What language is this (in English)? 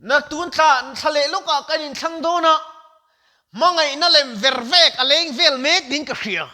Mizo